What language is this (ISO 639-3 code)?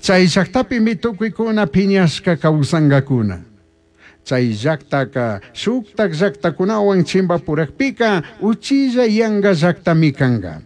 qug